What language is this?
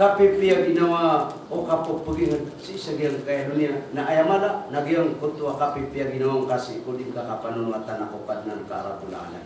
Maranao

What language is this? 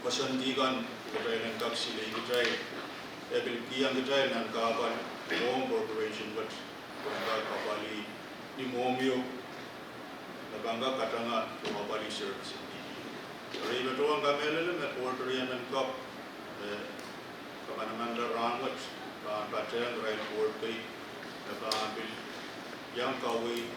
Pohnpeian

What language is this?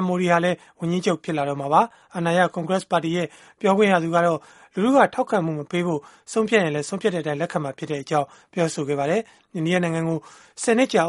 Burmese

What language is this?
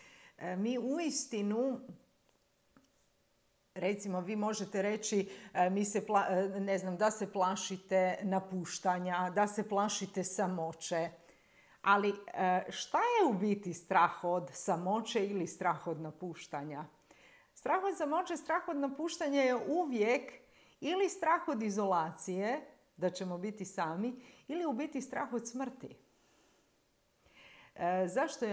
Croatian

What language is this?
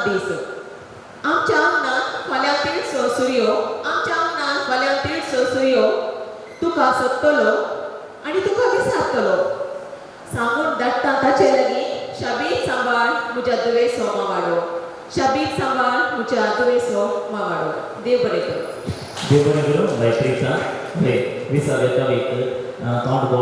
Konkani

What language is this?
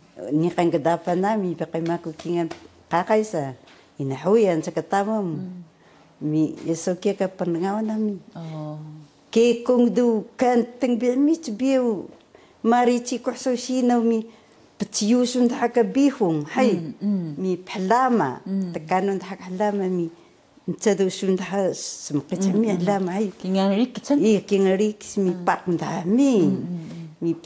Taroko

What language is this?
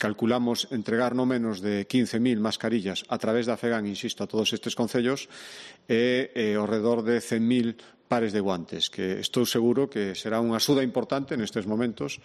Galician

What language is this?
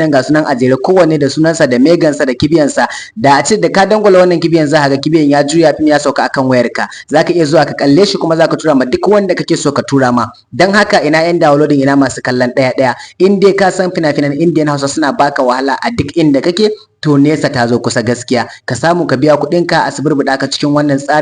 Hausa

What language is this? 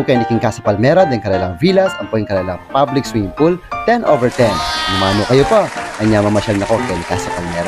Pampanga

